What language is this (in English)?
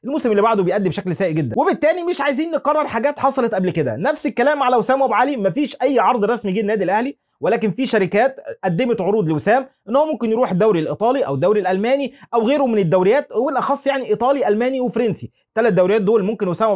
Egyptian Arabic